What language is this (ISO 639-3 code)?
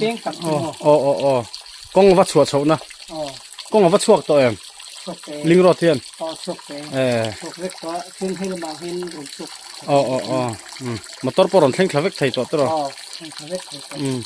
lus